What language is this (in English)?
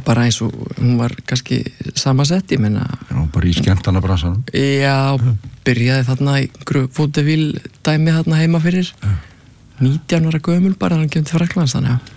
Icelandic